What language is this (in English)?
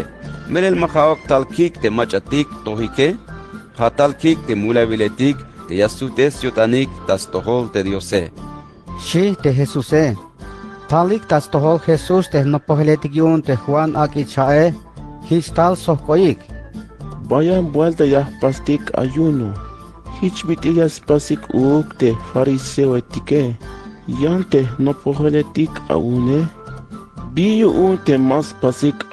Tzeltal